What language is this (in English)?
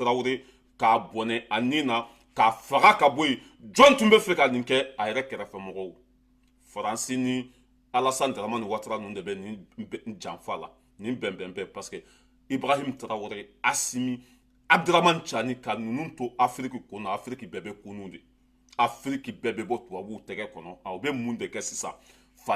Bambara